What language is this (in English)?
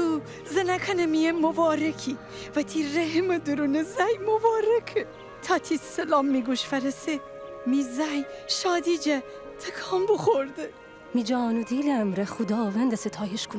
Gilaki